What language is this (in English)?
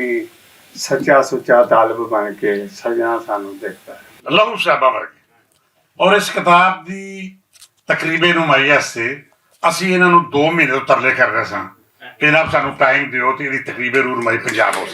Western Panjabi